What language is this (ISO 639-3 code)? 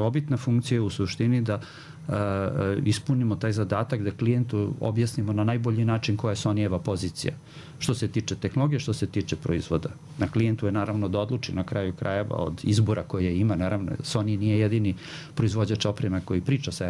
srp